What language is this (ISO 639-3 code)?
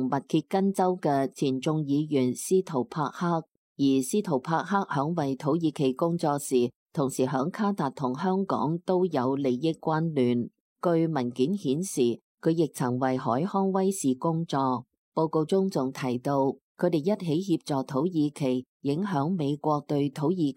yue